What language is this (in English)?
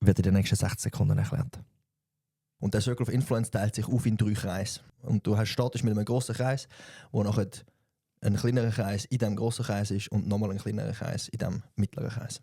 Swiss German